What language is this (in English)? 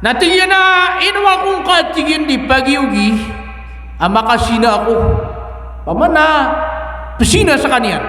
Maranao